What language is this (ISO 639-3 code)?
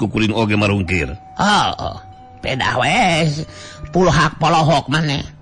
sun